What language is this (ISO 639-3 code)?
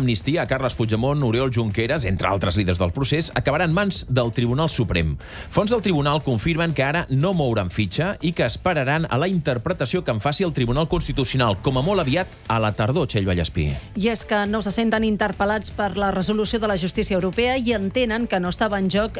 cat